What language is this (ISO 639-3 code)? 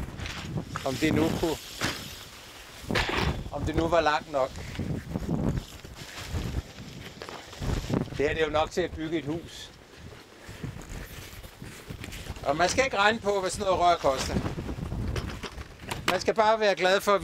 dan